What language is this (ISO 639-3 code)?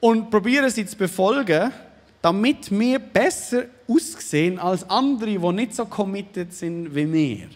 gsw